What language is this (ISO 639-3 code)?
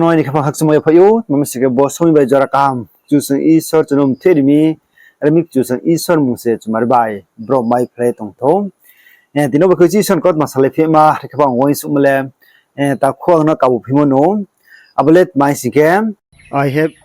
ria